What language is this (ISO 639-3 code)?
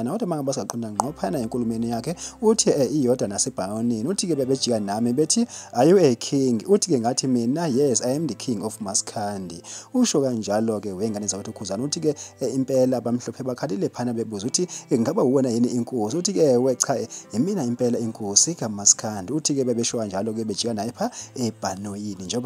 zul